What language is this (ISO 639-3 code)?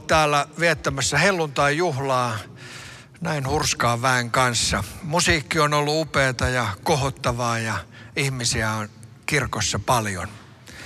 fin